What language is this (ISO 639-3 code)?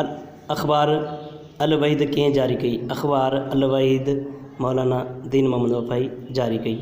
snd